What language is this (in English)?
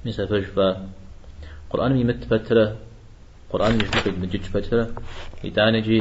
Kabardian